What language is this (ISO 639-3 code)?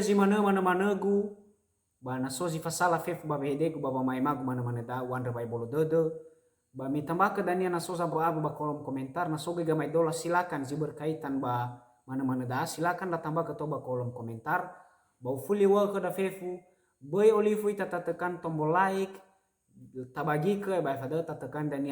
nia